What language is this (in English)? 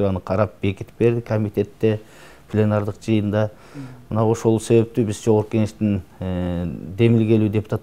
Kyrgyz